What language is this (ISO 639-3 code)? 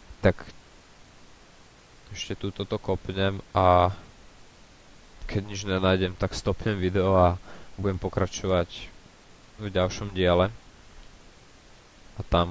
slk